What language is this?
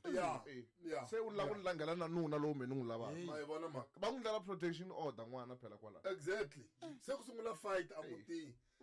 Tsonga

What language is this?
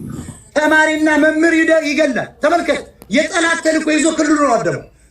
Amharic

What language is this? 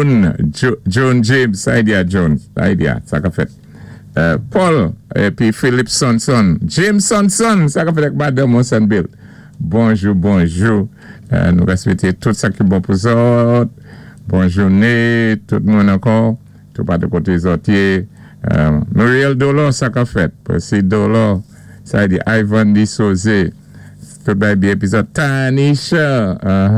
Saint Lucian Creole French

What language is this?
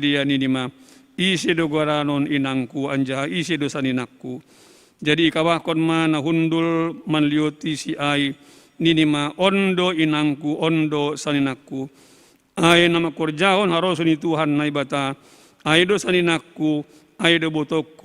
Batak Simalungun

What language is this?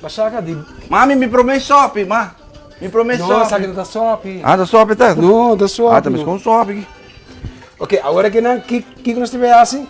Papiamento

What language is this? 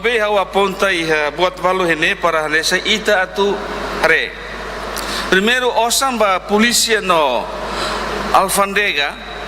Tetum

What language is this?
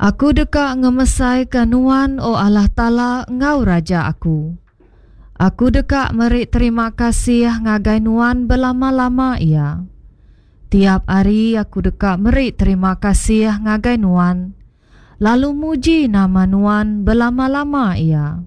Iban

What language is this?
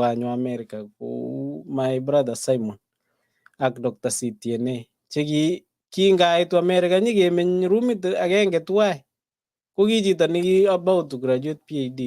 Kalenjin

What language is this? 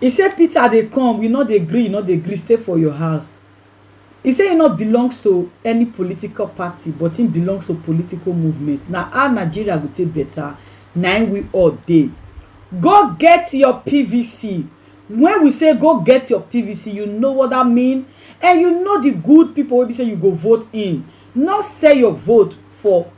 Nigerian Pidgin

